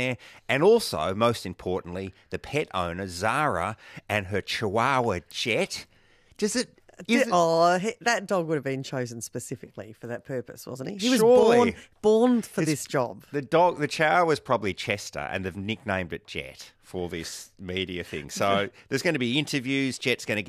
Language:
English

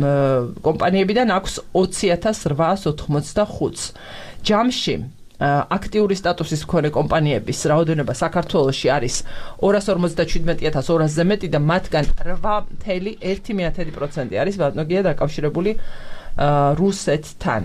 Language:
Georgian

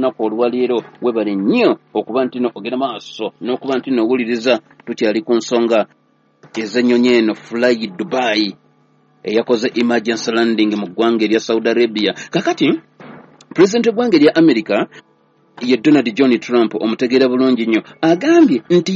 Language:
Ganda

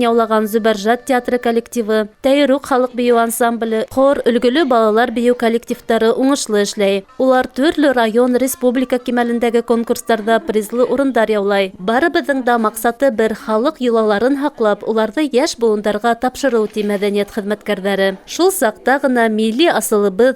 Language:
Bashkir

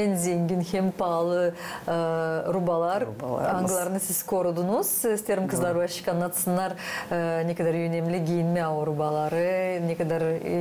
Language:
Gagauz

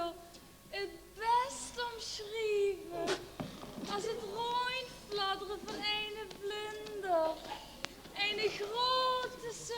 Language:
Limburgish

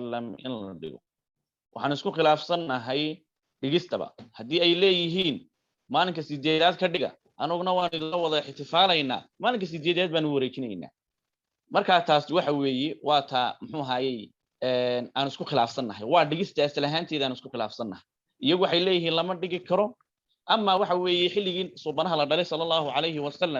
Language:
Somali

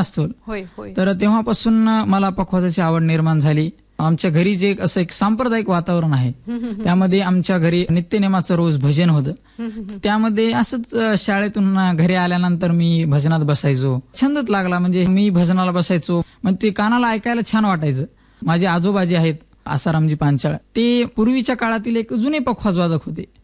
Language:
Marathi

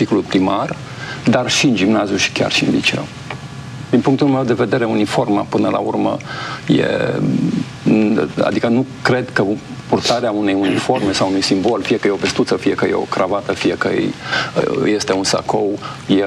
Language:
Romanian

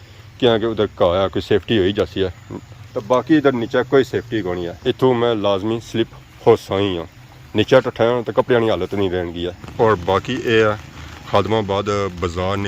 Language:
Pahari-Potwari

